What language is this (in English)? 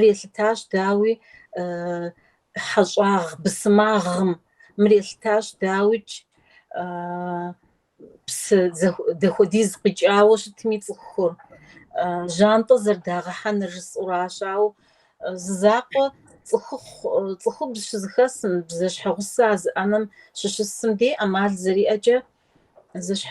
Kabardian